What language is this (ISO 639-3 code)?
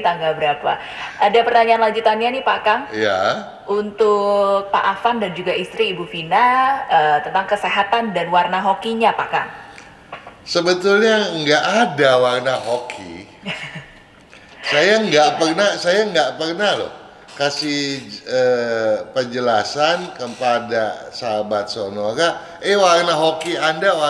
ind